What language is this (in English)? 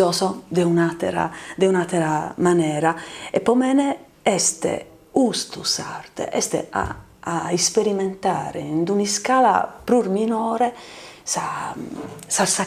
Sardinian